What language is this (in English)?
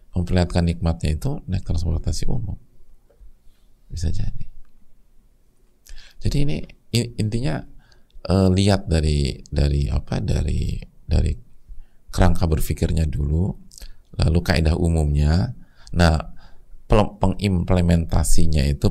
Indonesian